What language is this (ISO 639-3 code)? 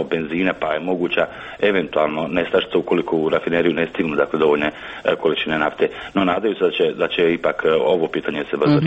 hrv